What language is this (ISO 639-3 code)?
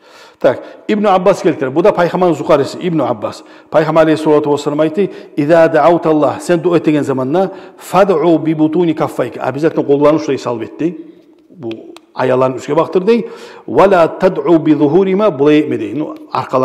kum